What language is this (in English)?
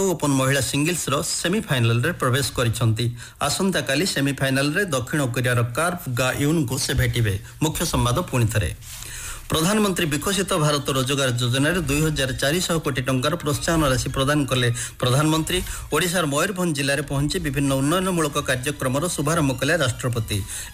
Odia